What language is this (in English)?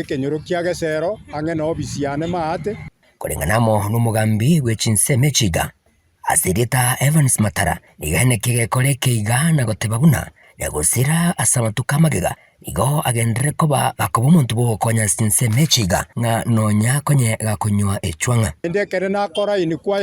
Gusii